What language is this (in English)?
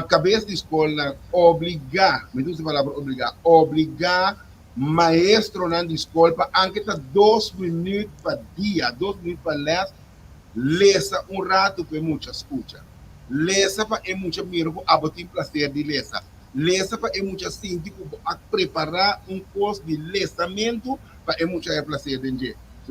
Papiamento